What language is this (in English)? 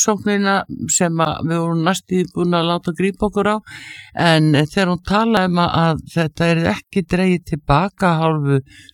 Icelandic